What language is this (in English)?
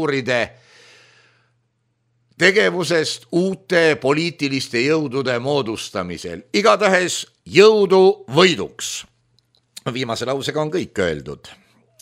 Estonian